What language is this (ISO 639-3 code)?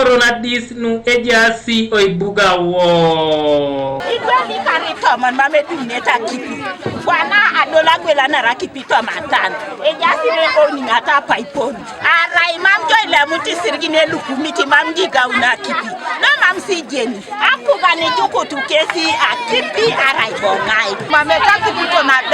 teo